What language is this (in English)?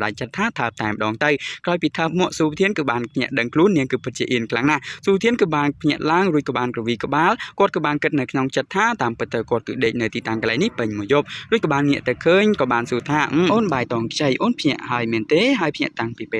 Khmer